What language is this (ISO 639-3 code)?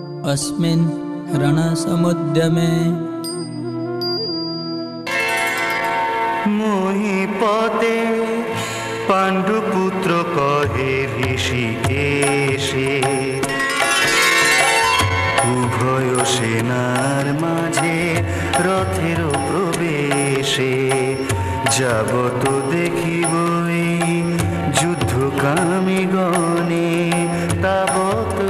ben